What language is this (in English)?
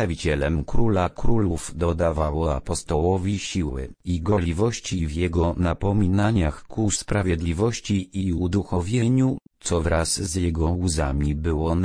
Polish